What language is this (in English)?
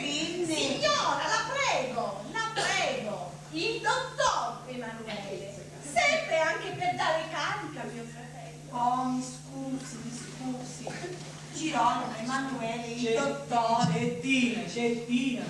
Sicilian